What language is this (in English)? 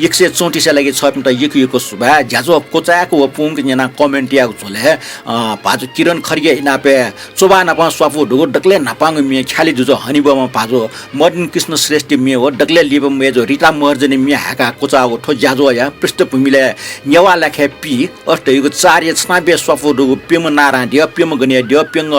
Newari